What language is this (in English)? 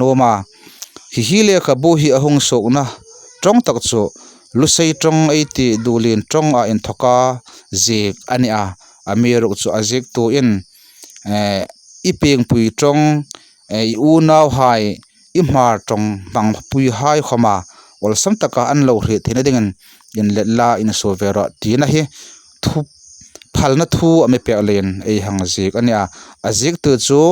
Hmar